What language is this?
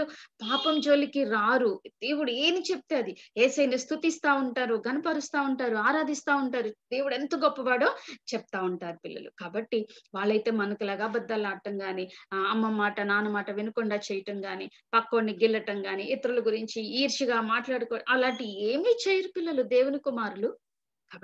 Telugu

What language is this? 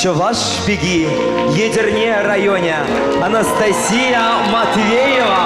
Chuvash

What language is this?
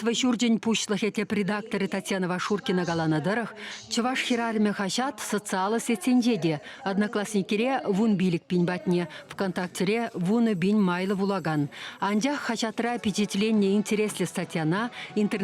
Chuvash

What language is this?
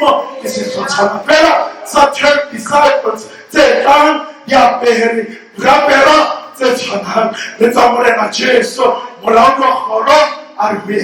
Southern Sotho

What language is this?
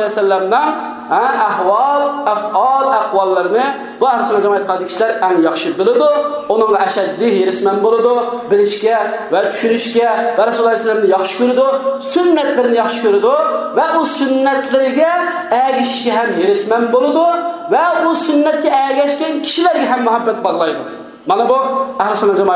Uyghur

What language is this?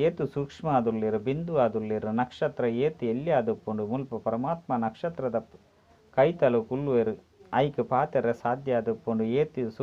Tulu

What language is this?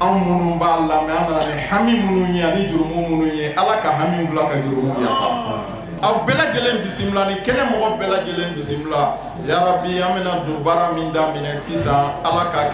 Bambara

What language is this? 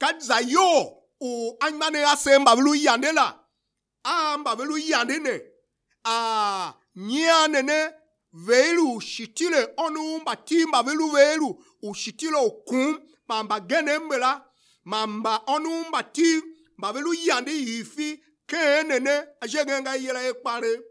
Tiv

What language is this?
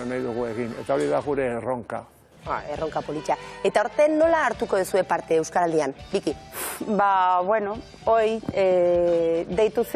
Basque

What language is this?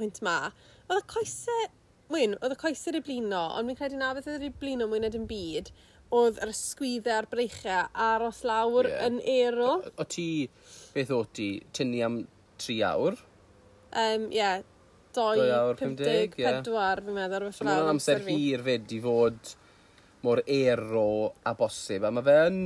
Welsh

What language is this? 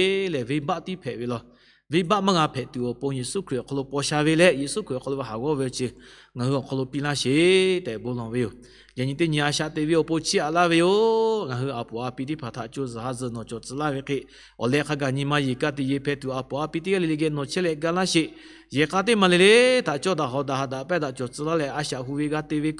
Lahu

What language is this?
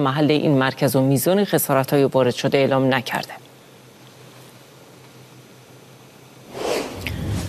Persian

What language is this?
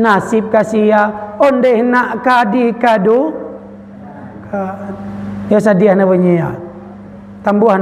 Minangkabau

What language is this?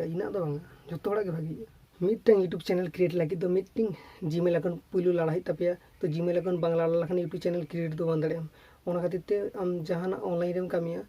Santali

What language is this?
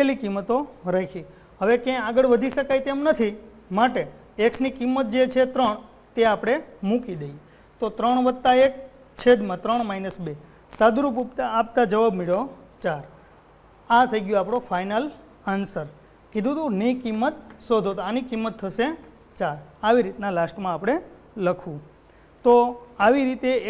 Gujarati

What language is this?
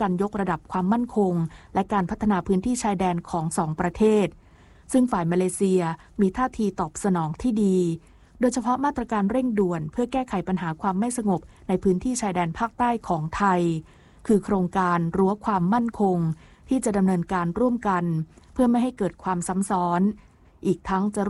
Thai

